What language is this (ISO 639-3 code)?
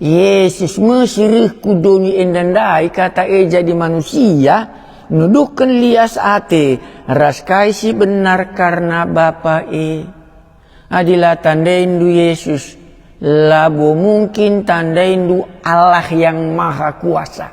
btx